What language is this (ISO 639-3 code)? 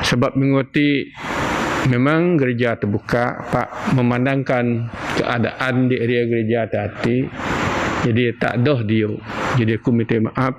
bth